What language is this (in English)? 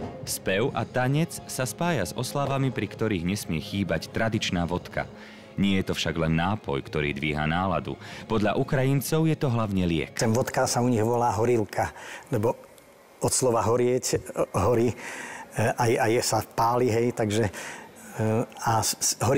Slovak